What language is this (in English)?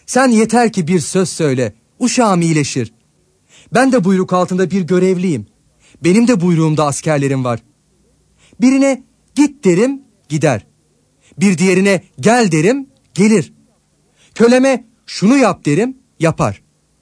Turkish